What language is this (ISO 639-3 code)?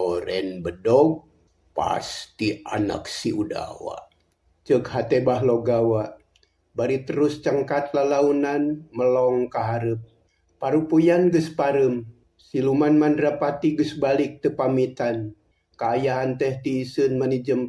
sun